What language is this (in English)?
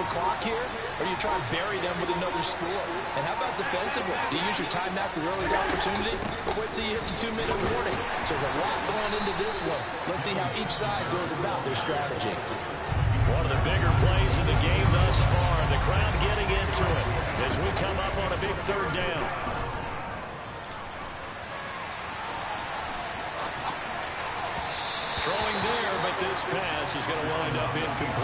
English